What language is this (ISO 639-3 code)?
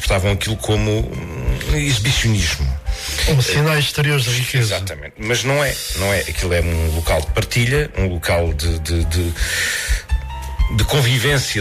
por